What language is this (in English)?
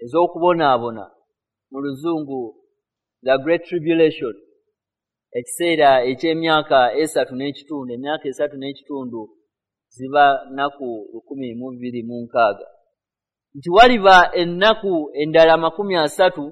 Ganda